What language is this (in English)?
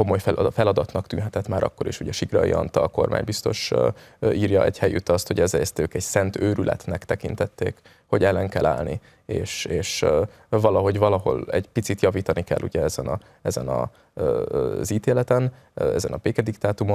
Hungarian